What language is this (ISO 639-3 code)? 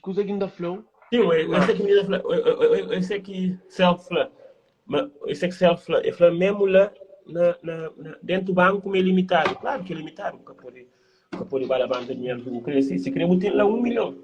kea